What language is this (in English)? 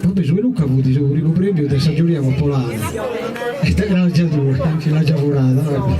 Sardinian